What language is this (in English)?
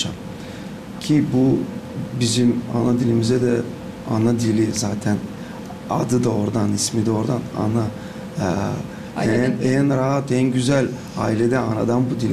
Gagauz